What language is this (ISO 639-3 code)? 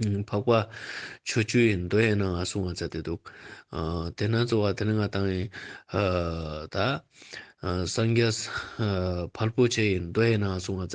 lbj